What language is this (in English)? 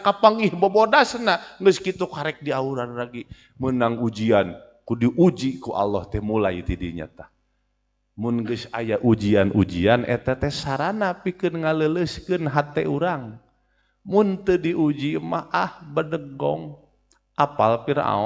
Sundanese